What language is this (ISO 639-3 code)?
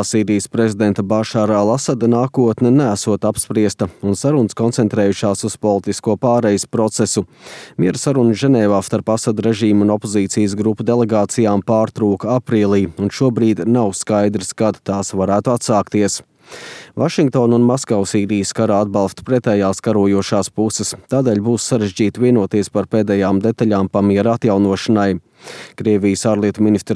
lav